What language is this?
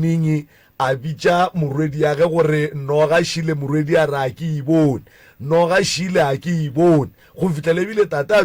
Northern Sotho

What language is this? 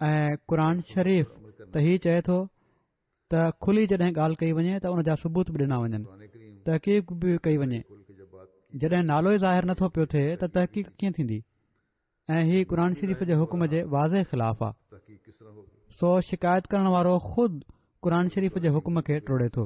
Sindhi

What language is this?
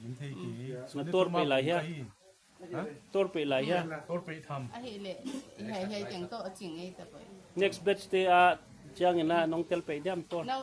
Paite Chin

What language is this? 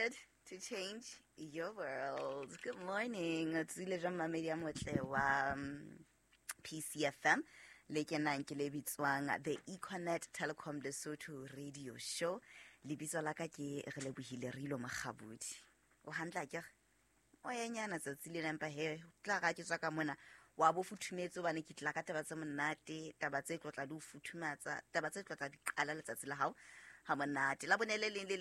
Southern Sotho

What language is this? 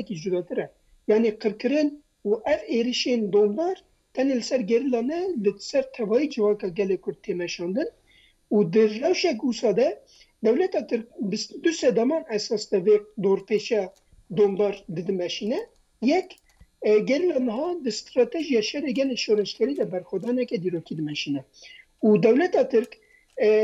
Kurdish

